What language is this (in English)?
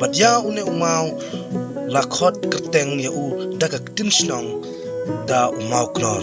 Khasi